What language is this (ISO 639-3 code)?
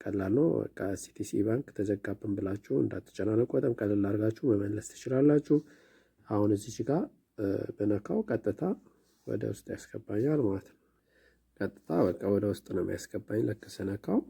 amh